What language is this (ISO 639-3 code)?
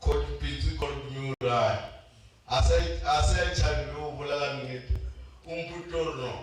nso